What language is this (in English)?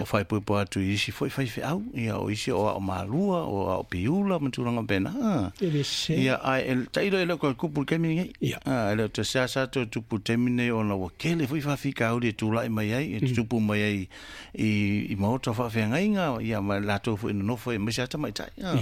Samoan